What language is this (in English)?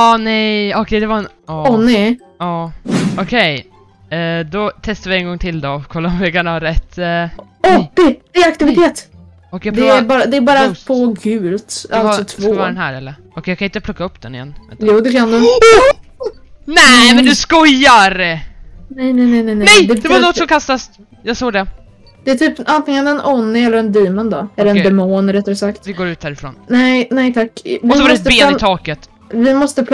Swedish